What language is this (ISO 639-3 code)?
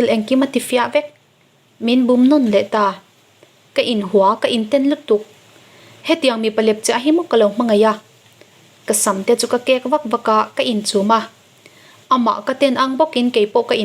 lus